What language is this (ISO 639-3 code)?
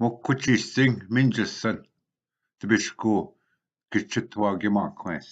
oji